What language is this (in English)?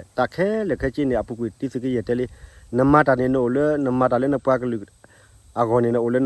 S'gaw Karen